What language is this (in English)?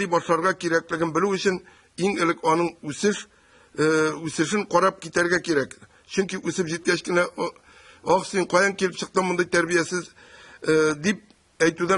Tatar